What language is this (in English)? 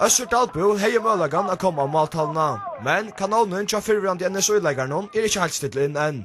Faroese